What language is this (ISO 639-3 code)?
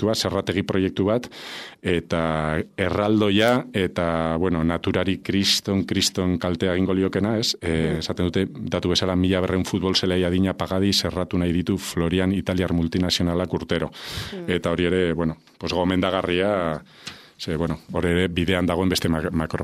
eus